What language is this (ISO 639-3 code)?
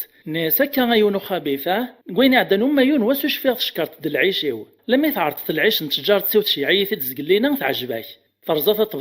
kab